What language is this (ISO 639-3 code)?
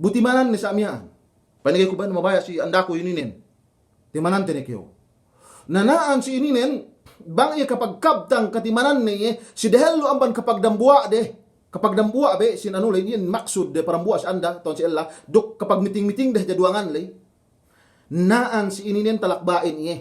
yka